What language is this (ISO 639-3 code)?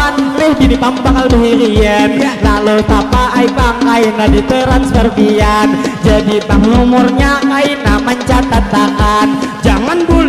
bjn